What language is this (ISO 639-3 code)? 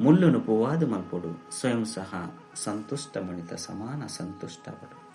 tcy